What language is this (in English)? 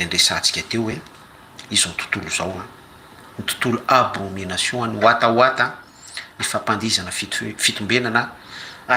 Malagasy